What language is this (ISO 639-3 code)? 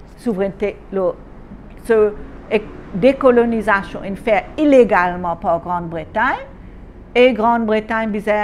mfe